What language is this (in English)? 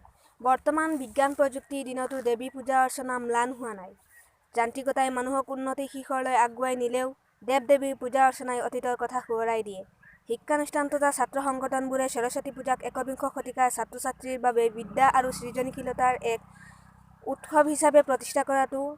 Assamese